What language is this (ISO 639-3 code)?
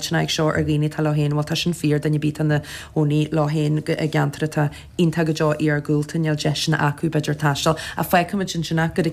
gle